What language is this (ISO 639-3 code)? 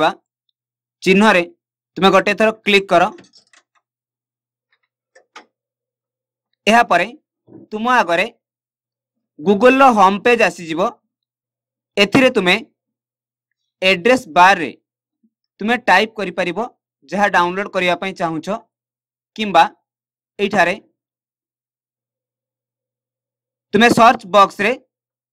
ori